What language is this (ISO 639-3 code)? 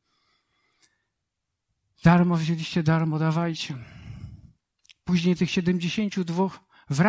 pol